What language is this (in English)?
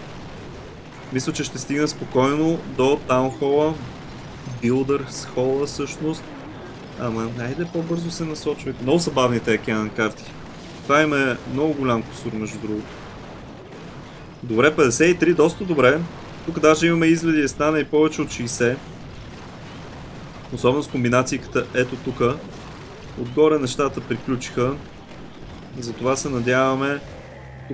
Bulgarian